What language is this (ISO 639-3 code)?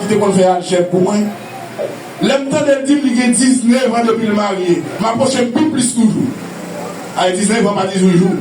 hat